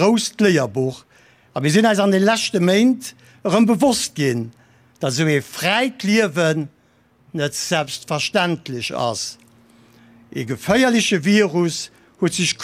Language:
Luxembourgish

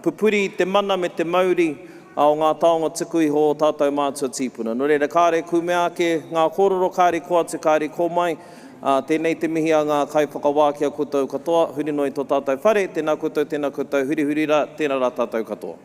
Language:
Māori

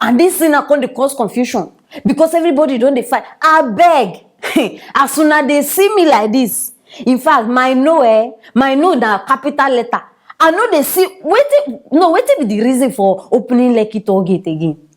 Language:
Nigerian Pidgin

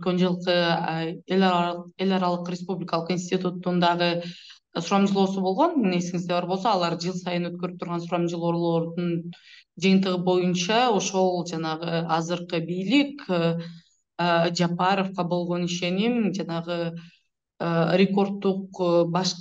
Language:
Kyrgyz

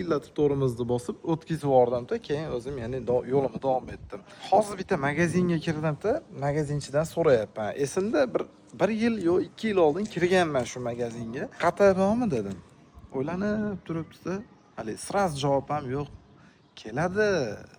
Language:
Uzbek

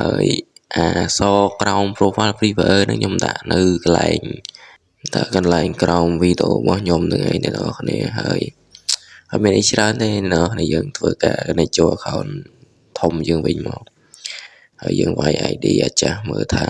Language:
Khmer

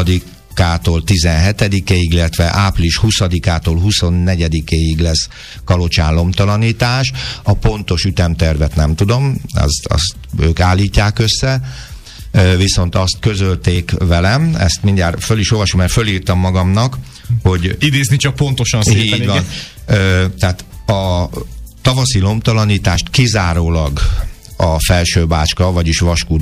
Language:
Hungarian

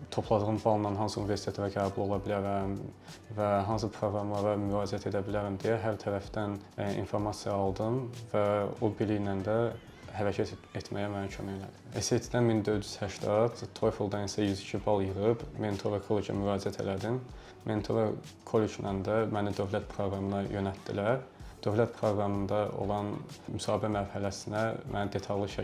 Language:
Azerbaijani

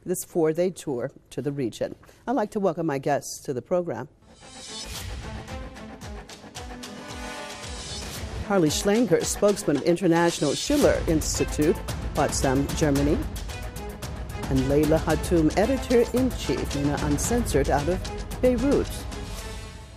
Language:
English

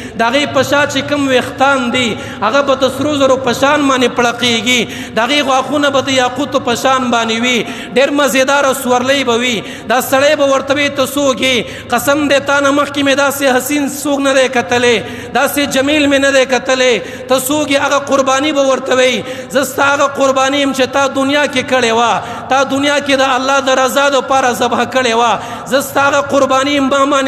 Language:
Pashto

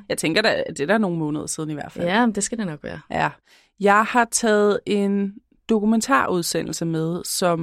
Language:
Danish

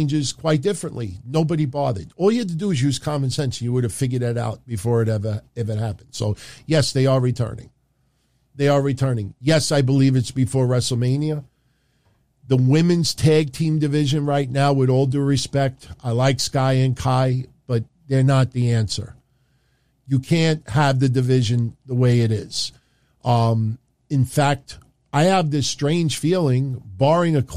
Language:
English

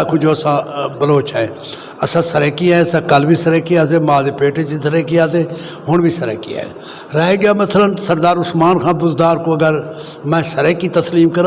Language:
Saraiki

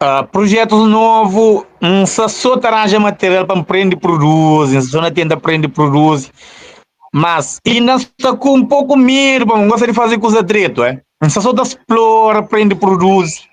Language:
Kabuverdianu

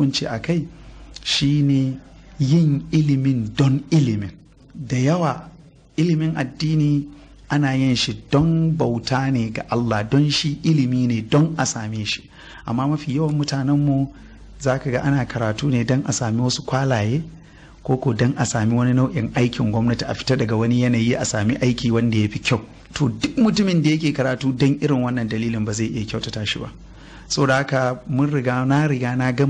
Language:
Hausa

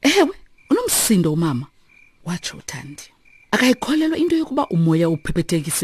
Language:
Xhosa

